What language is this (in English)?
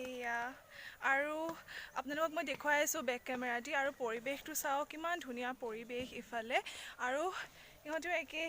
Assamese